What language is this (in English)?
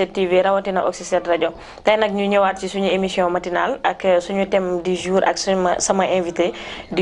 Wolof